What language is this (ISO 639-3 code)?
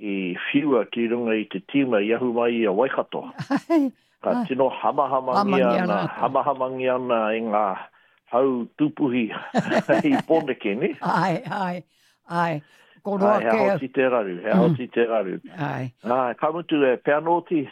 mri